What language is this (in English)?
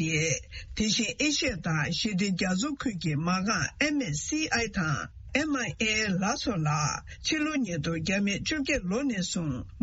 Tibetan